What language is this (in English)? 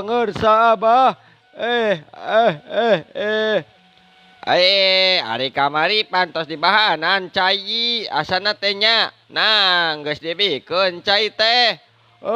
Sundanese